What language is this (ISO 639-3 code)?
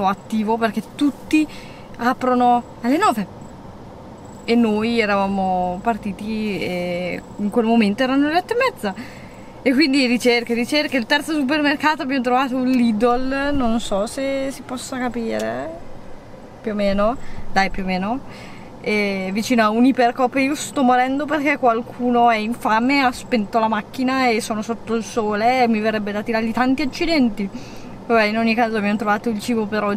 ita